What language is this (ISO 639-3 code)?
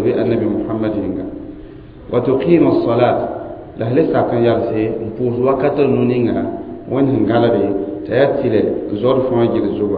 mos